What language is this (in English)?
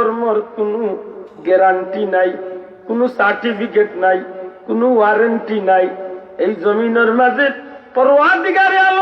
Sylheti